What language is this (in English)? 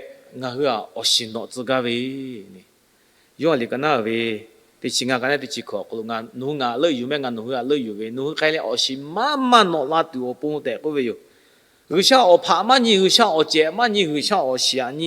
Lahu